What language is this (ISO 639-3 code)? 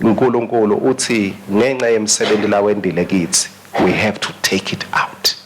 ssw